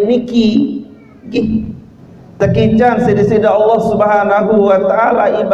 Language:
Sasak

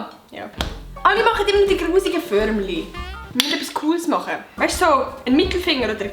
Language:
Swiss German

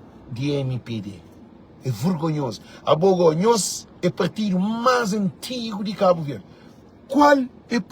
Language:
Kabuverdianu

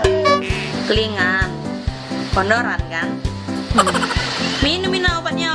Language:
Musi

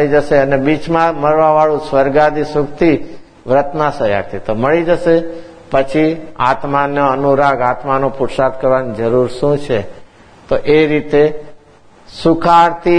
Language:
Gujarati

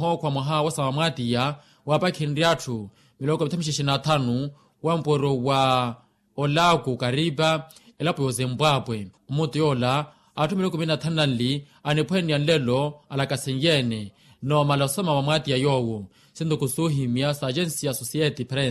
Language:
Makhuwa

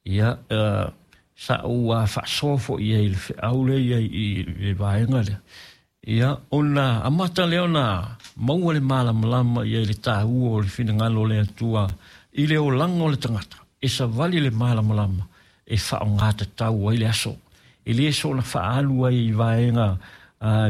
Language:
Samoan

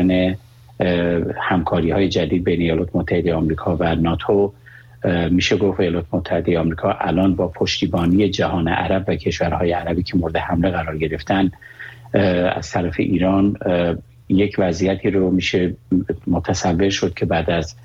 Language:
Persian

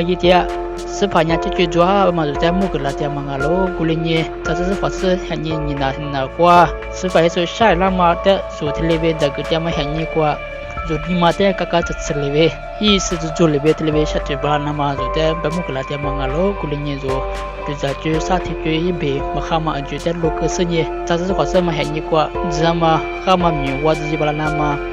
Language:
Lisu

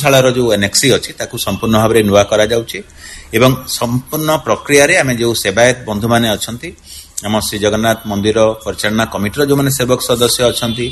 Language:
Odia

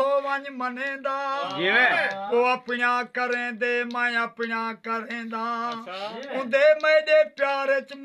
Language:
Saraiki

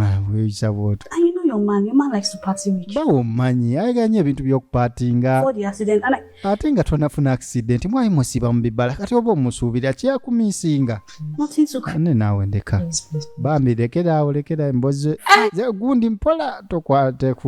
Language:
Ganda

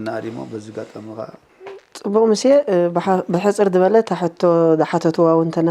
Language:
Tigrinya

